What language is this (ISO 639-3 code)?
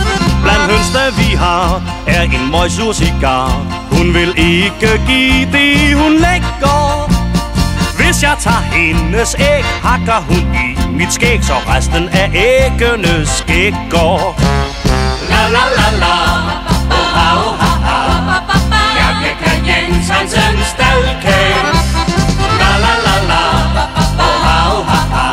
dan